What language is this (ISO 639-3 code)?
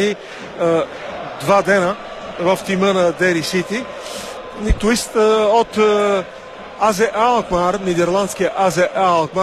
bul